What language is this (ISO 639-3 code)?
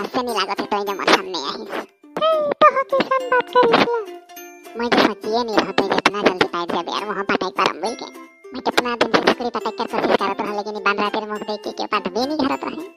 sck